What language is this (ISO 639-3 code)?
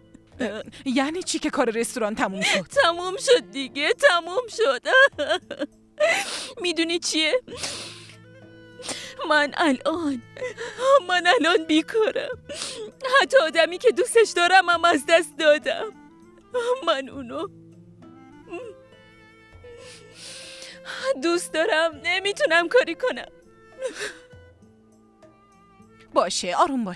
fas